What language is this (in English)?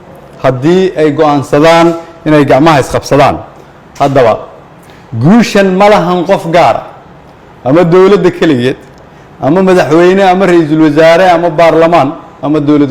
Somali